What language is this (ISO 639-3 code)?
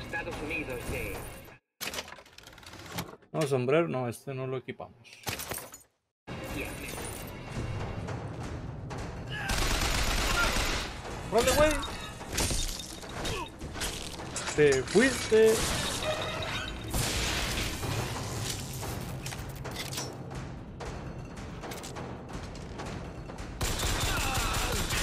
spa